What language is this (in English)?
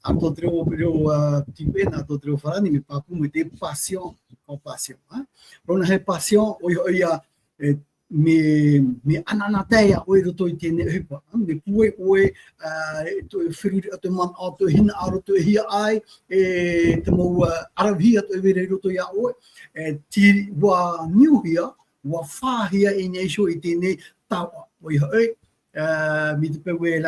Tahitian